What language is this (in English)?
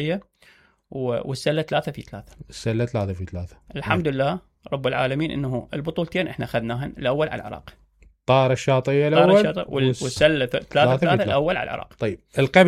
Mesopotamian Arabic